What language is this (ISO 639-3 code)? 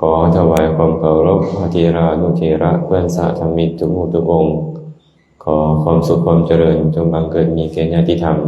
lao